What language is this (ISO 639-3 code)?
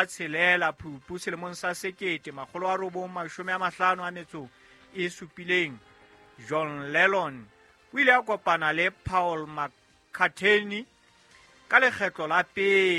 sot